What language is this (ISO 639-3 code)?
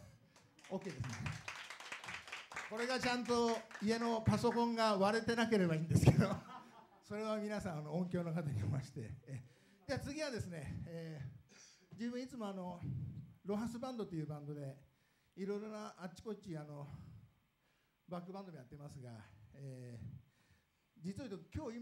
jpn